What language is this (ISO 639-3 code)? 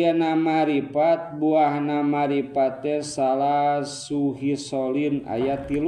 sun